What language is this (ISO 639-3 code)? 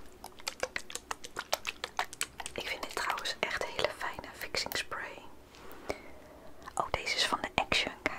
nld